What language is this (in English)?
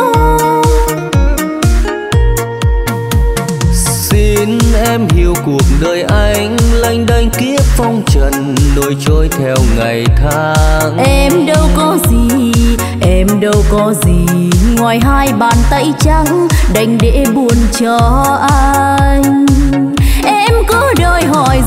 Vietnamese